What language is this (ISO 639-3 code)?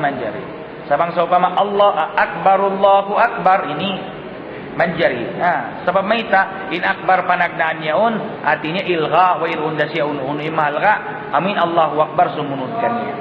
tsg